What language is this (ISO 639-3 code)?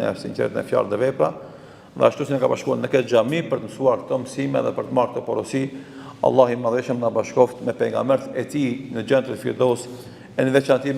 sqi